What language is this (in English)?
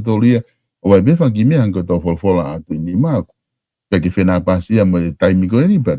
Tongan